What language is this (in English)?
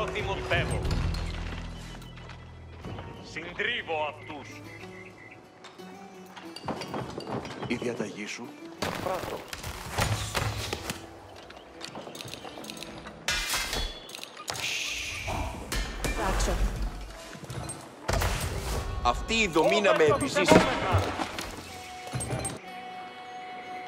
Greek